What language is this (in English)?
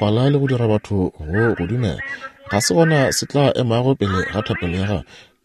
Northern Sotho